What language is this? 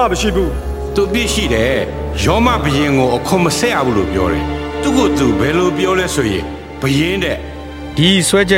Burmese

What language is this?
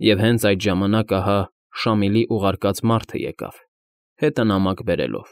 Armenian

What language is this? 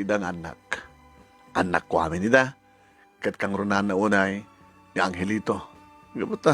Iloko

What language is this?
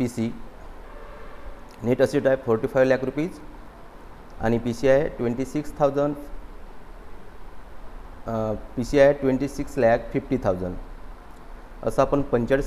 Marathi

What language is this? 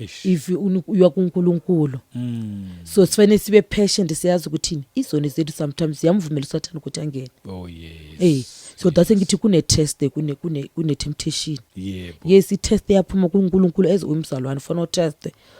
Zulu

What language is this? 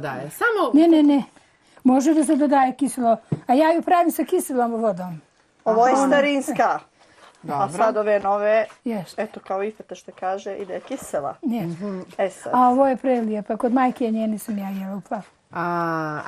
Bosnian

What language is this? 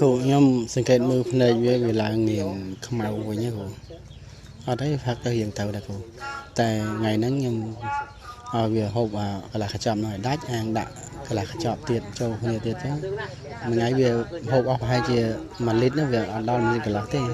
Khmer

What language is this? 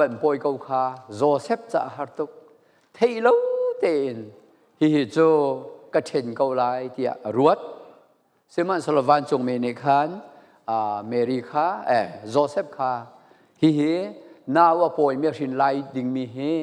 Falam Chin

